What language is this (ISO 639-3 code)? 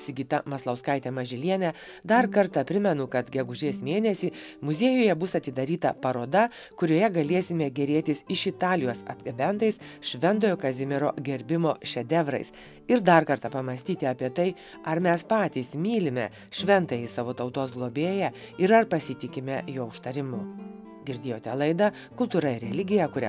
lit